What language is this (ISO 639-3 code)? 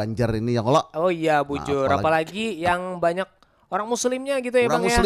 bjn